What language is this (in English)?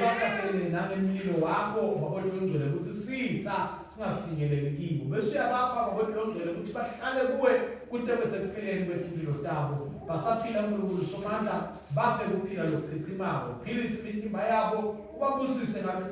Swati